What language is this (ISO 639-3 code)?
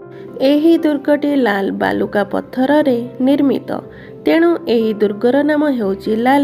ori